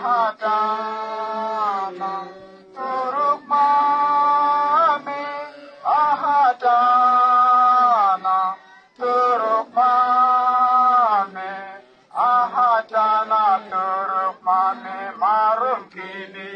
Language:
Uduk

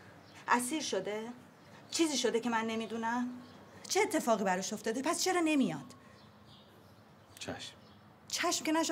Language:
Persian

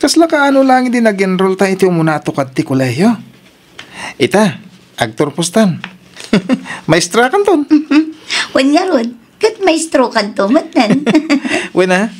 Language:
Iloko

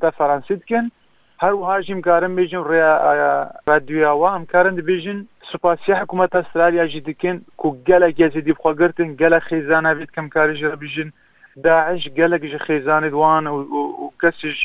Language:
Kurdish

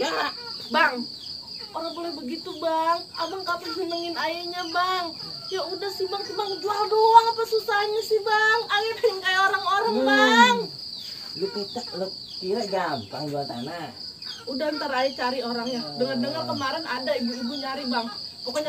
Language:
Betawi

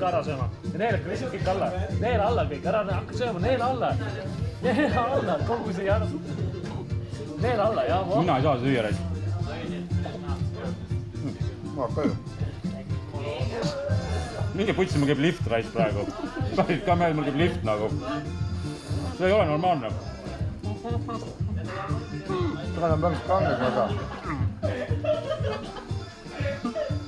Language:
Estonian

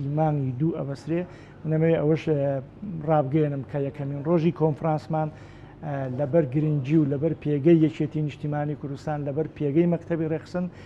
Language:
Central Kurdish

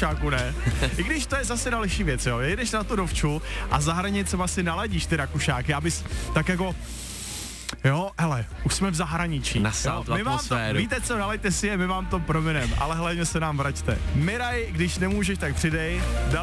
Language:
Czech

